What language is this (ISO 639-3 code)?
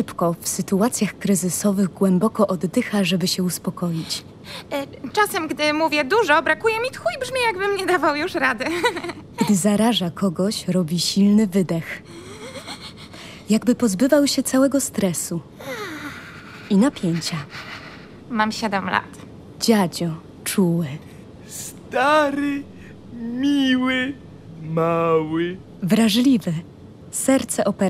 pol